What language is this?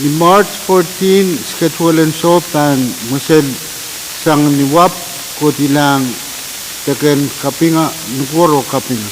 Pohnpeian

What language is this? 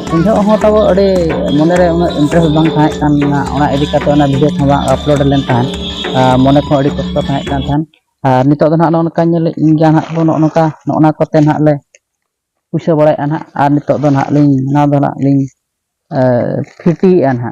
Santali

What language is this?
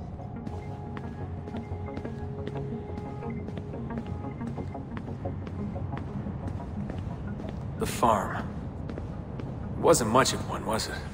English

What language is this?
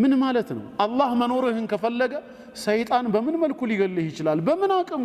Amharic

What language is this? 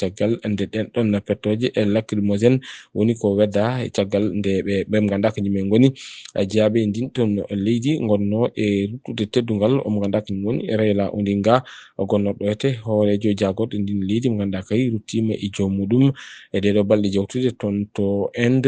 Fula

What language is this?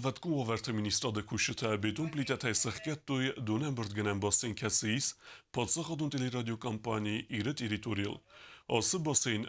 Ossetic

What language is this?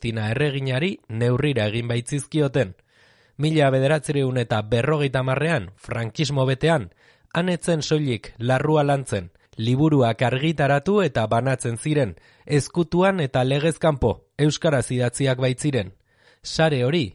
Basque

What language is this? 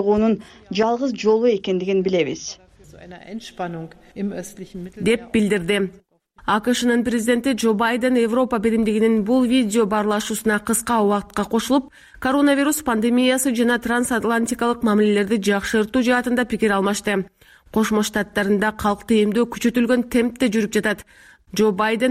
Kyrgyz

